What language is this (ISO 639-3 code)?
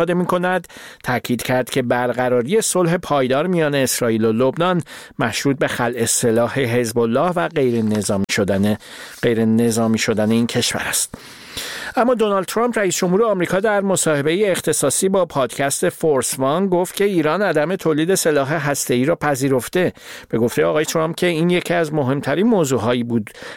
fas